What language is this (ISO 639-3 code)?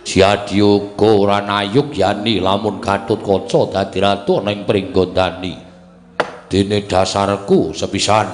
jav